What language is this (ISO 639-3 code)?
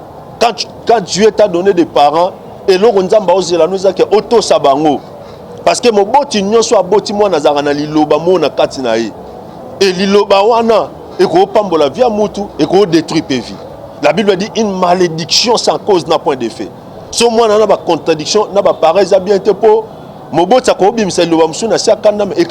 lin